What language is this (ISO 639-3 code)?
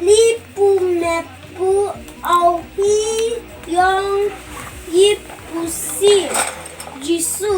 nbe